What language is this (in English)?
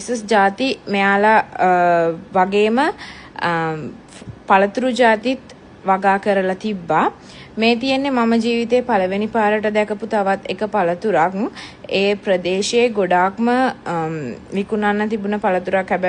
Sinhala